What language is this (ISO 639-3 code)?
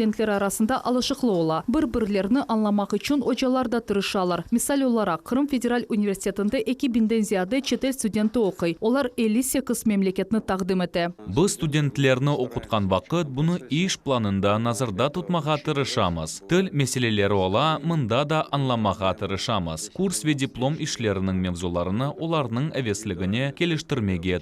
crh